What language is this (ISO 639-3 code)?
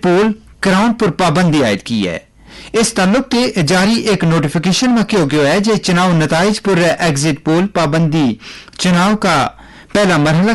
gju